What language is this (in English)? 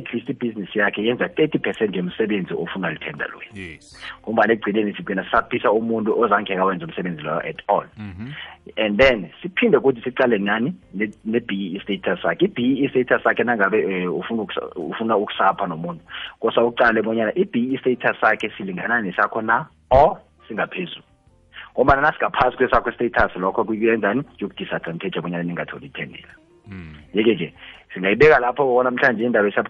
South Ndebele